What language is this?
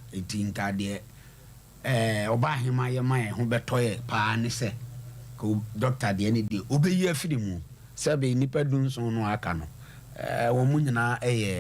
Akan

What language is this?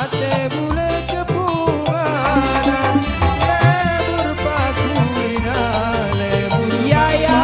Madurese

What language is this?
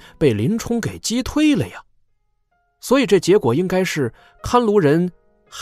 Chinese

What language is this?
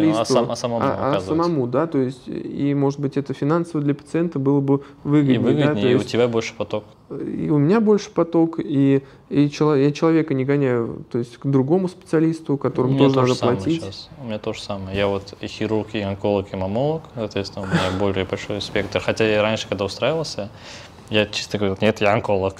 Russian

